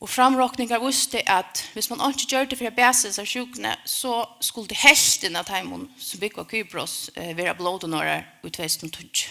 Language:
Faroese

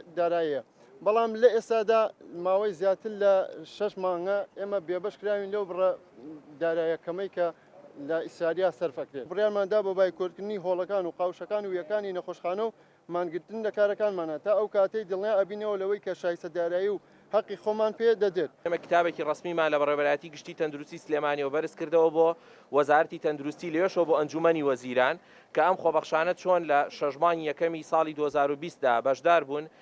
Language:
Central Kurdish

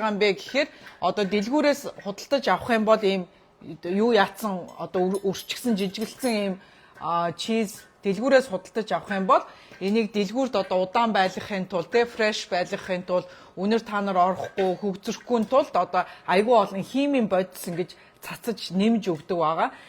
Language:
Mongolian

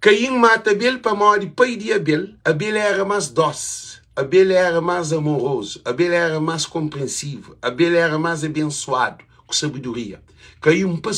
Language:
Kabuverdianu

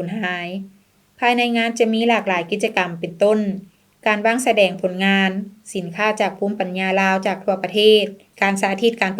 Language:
Lao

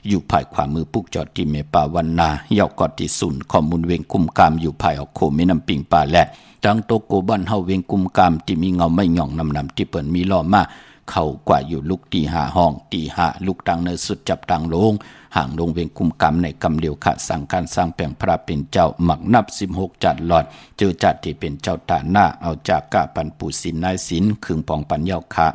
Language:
Shan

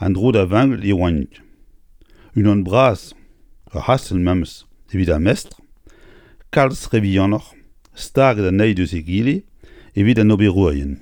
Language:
Breton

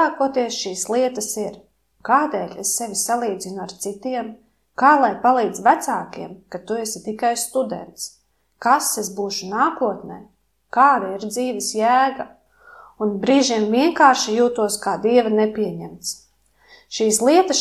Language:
Latvian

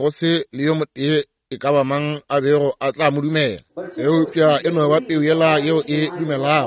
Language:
Northern Sotho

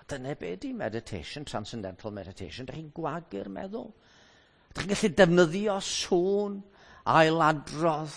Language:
Welsh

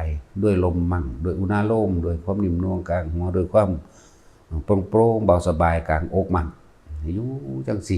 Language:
Northeastern Thai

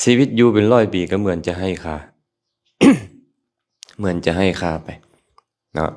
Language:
Lao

